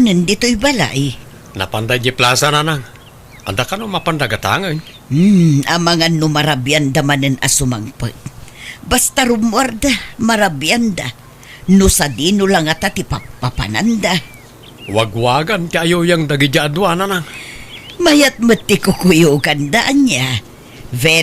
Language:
Iloko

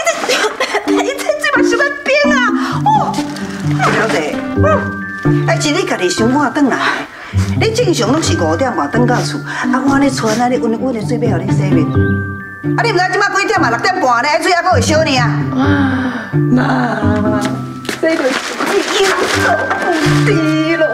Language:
Min Nan Chinese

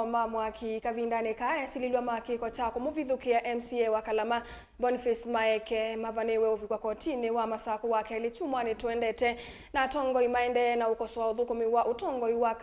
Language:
Kamba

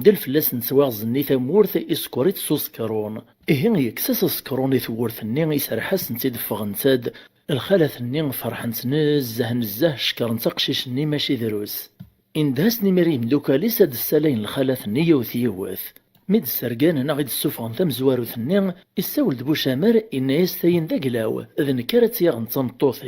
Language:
Kabyle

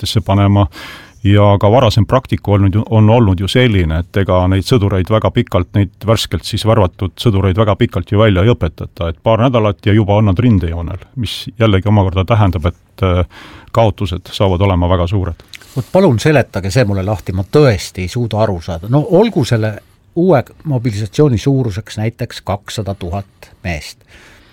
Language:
Estonian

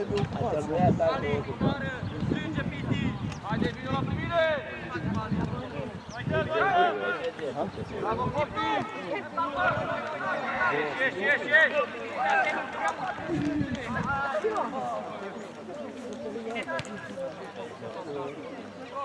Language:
Romanian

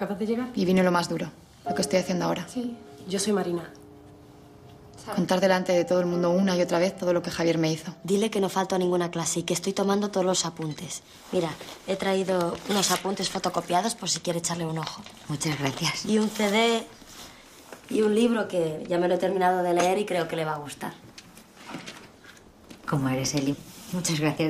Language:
Spanish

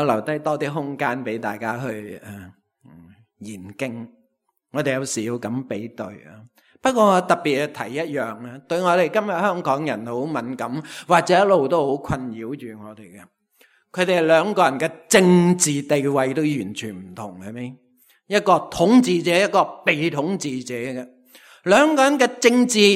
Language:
Cantonese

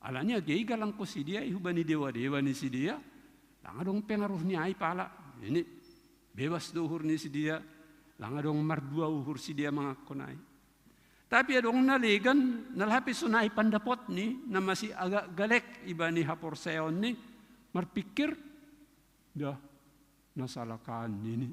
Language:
Batak Simalungun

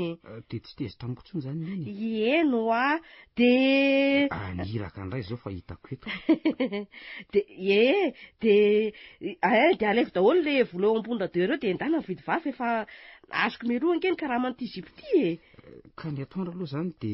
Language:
Malagasy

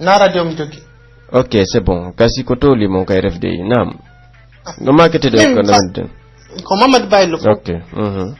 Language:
Pular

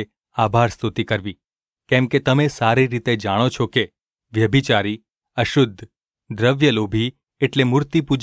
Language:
Gujarati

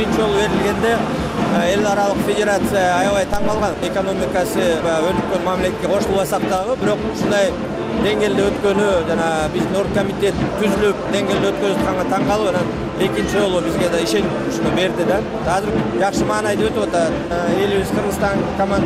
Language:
Kyrgyz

